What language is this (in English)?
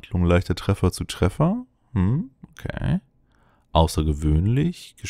German